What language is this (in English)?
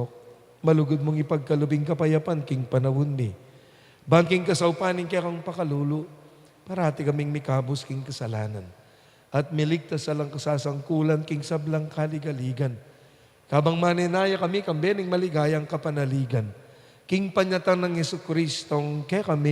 Pampanga